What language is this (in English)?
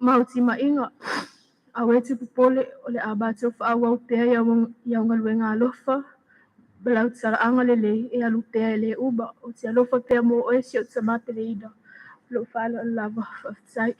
Samoan